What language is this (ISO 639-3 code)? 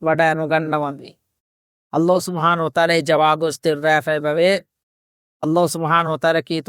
div